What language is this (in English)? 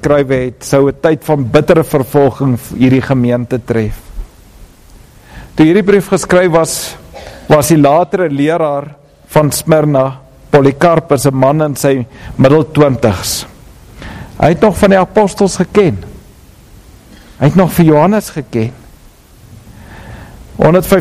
Afrikaans